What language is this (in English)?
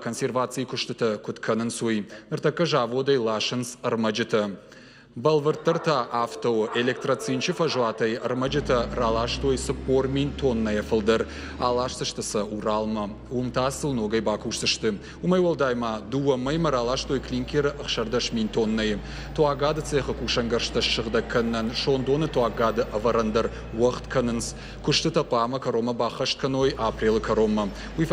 Ossetic